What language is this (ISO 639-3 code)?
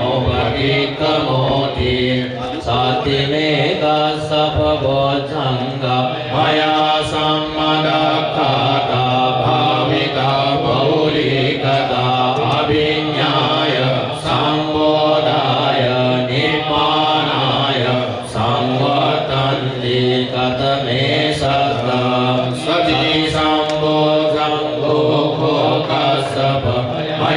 pli